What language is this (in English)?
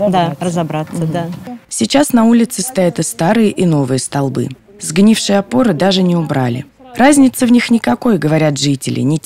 Russian